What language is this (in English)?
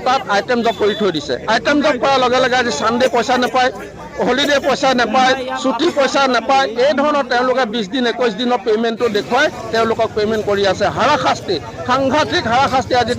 Assamese